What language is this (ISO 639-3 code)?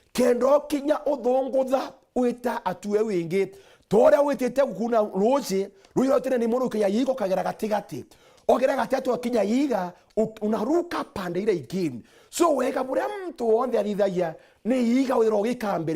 mer